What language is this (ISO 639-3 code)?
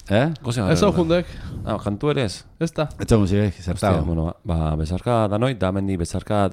eus